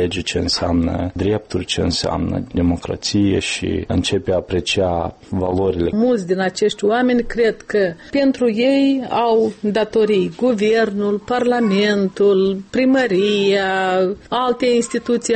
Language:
Romanian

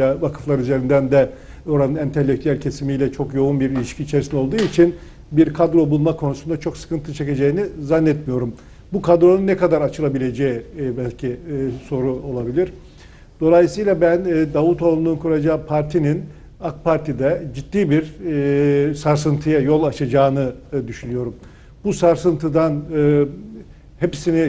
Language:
Turkish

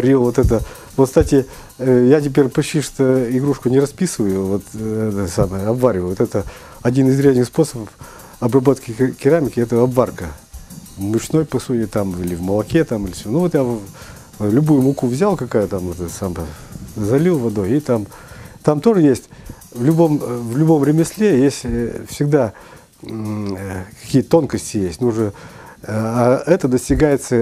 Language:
Russian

